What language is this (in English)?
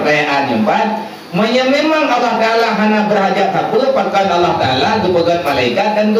Achinese